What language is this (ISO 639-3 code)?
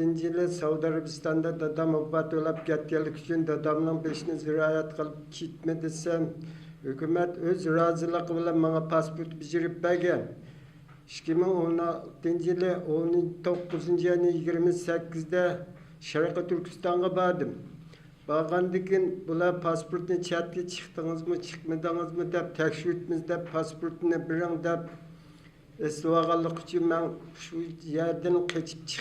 uig